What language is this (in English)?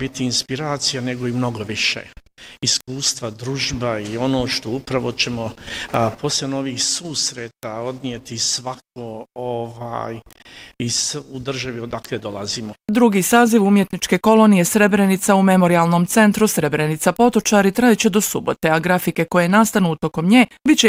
Bosnian